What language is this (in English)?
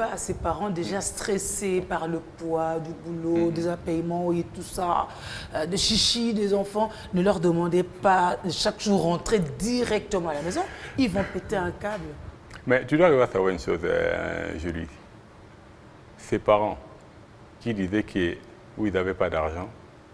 French